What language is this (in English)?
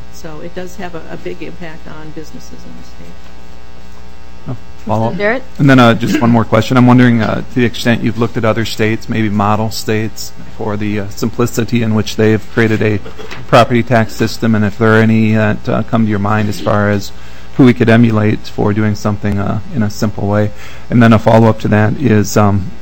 English